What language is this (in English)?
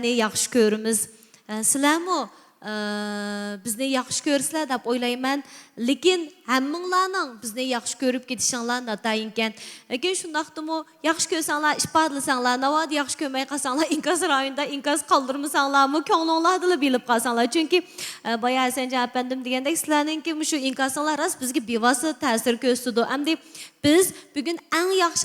Uyghur